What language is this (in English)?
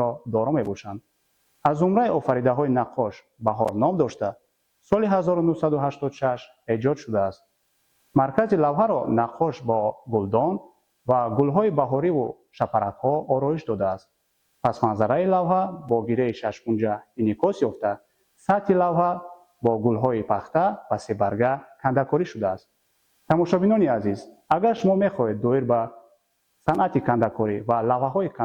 Tajik